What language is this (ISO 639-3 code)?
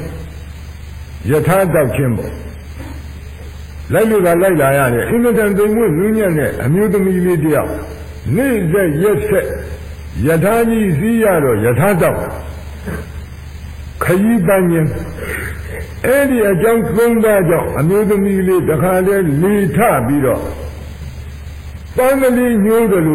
mya